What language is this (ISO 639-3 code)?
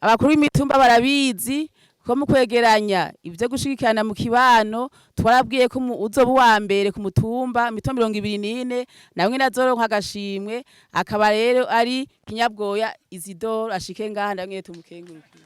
run